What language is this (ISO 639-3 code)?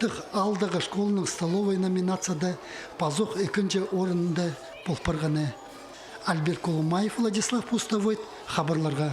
kjh